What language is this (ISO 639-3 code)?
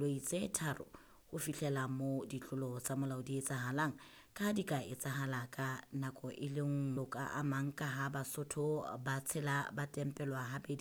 sot